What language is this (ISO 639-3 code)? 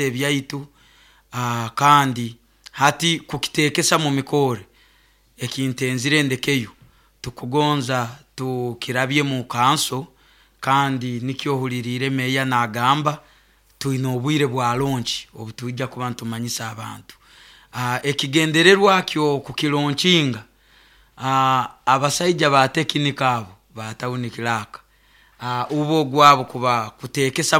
nyo